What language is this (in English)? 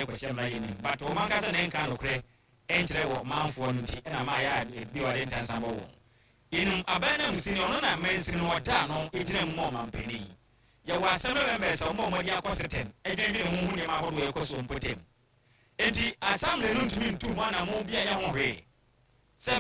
Akan